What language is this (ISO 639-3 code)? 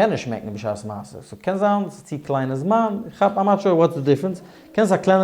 yid